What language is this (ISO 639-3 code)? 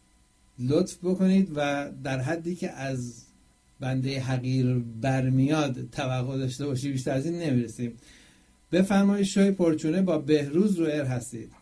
fas